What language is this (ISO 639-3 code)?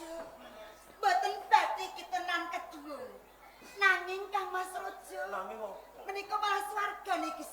jav